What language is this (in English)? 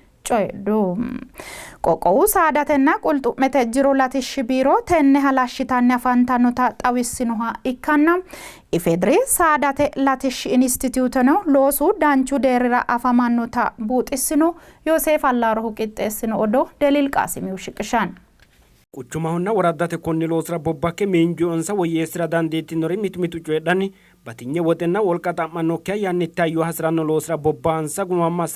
Sidamo